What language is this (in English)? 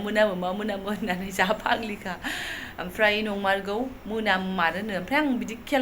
Bodo